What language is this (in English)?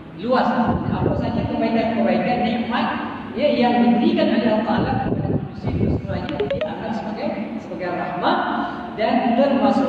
Malay